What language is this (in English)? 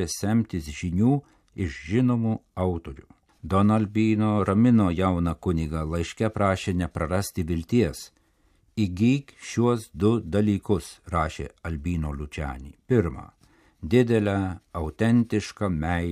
Lithuanian